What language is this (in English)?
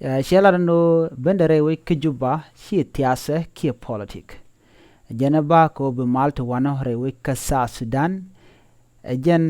Nuer